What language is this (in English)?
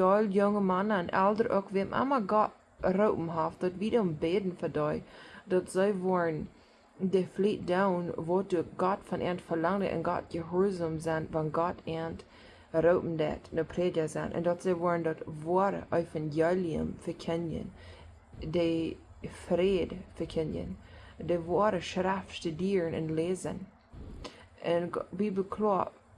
Plautdietsch